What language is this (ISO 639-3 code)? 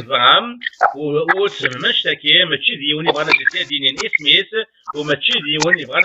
kab